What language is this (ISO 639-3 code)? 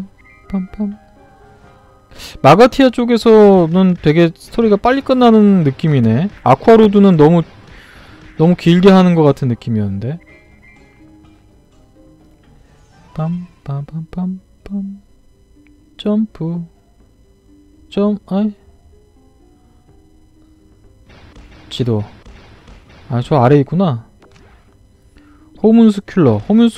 kor